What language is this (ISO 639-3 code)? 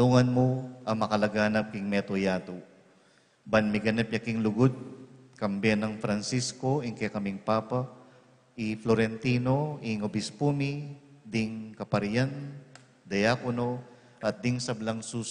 pam